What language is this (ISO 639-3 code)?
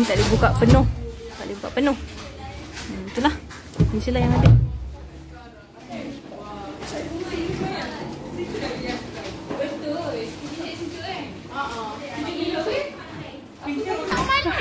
msa